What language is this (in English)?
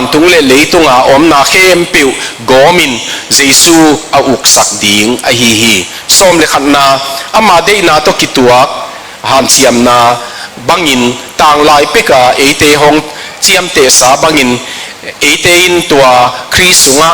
Tedim Chin